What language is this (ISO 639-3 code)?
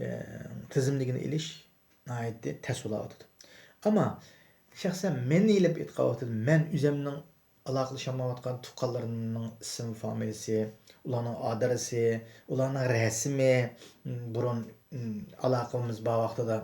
uig